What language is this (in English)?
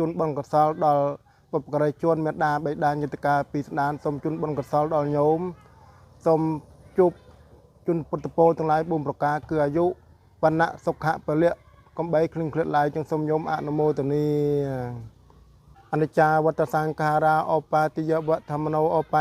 Khmer